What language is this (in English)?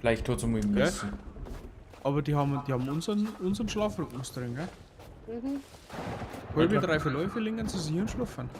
Bavarian